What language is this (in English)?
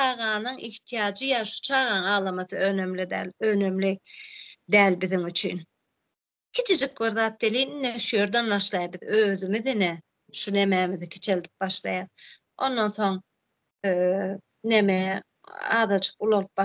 Turkmen